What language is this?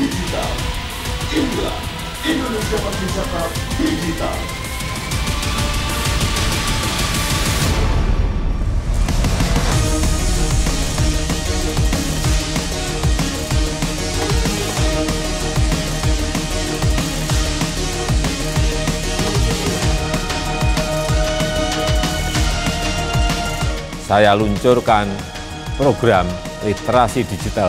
Indonesian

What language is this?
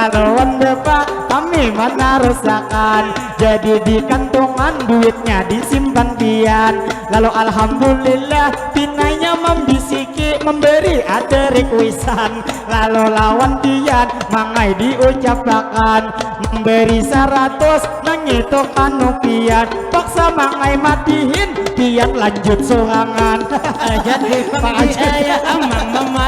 Banjar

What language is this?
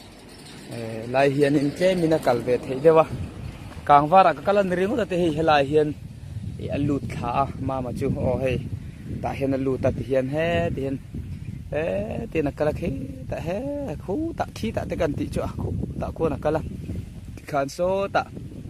Mizo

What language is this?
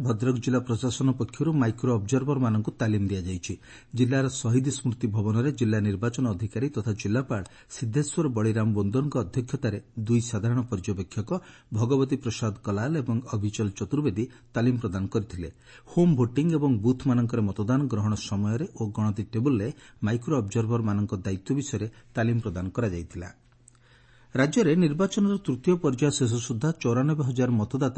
Odia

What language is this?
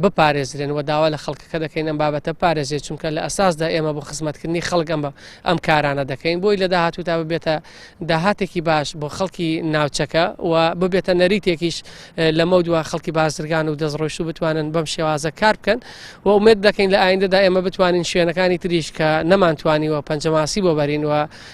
Central Kurdish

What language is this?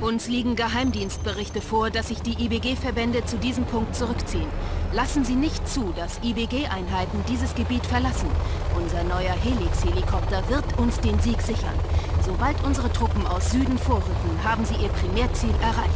Bavarian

